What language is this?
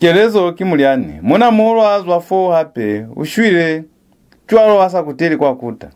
Lozi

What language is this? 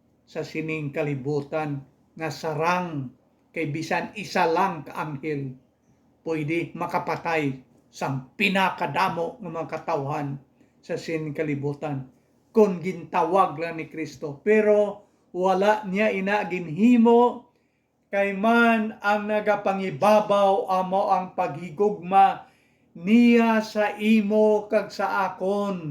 Hiligaynon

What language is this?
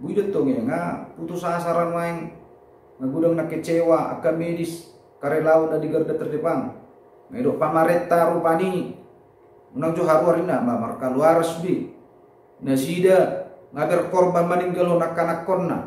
Batak Toba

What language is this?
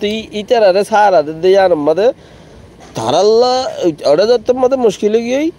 Rohingya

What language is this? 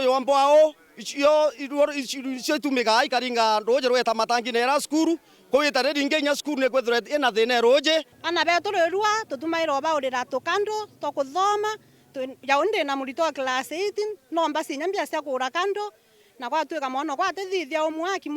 Meru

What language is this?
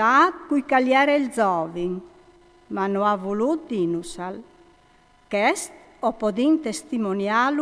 Friulian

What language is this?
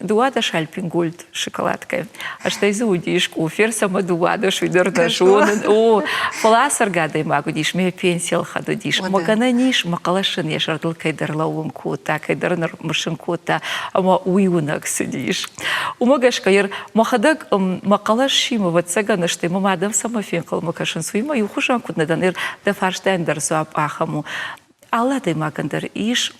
Ossetic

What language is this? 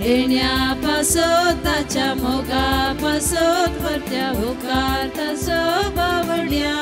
Konkani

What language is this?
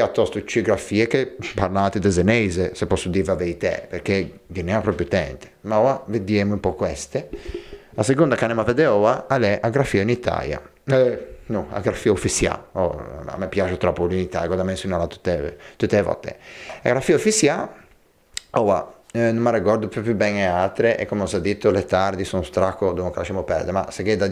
Ligurian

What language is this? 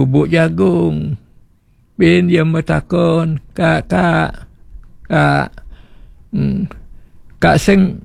Balinese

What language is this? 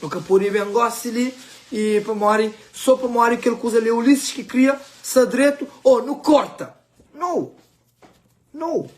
Kabuverdianu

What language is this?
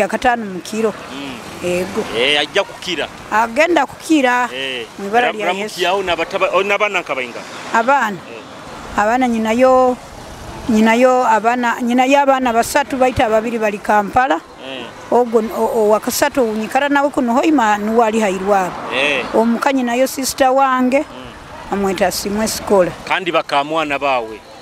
Nyoro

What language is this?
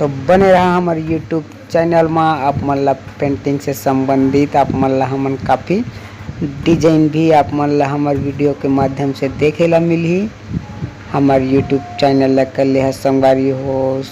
Chhattisgarhi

